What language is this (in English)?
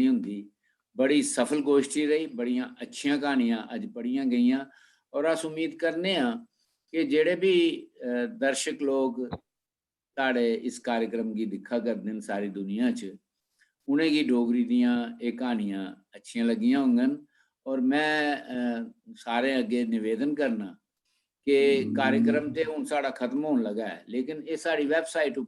Dogri